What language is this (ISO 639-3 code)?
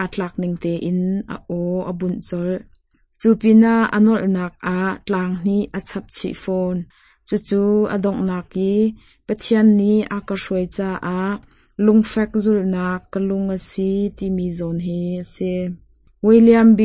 cnh